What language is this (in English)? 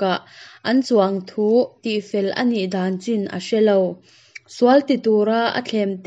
Hakha Chin